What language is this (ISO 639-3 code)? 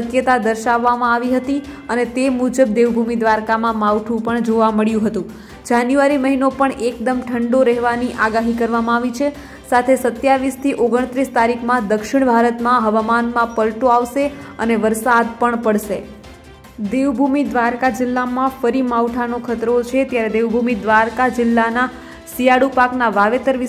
guj